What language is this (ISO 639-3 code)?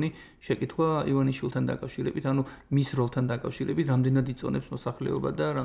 kat